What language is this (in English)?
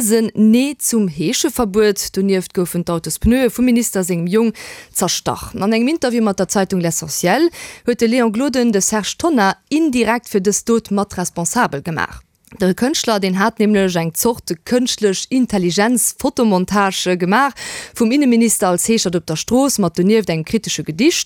Luxembourgish